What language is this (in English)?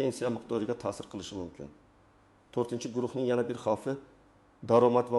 Uzbek